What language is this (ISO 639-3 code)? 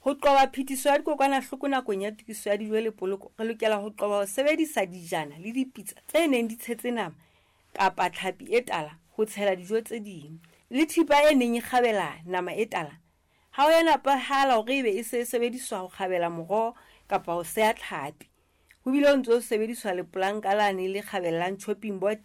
sot